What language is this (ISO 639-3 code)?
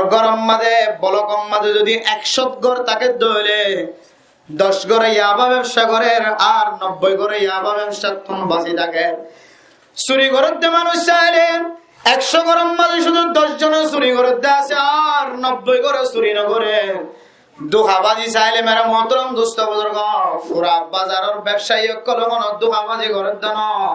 rhg